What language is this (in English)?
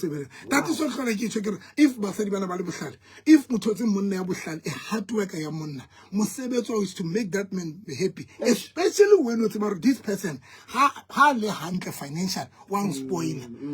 Southern Sotho